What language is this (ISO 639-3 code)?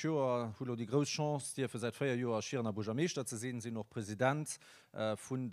ltz